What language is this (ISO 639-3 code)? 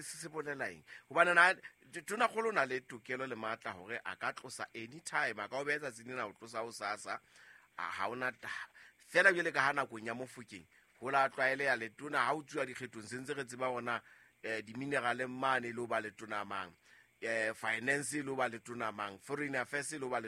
sot